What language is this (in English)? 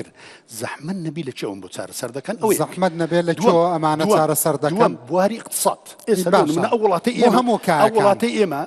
Central Kurdish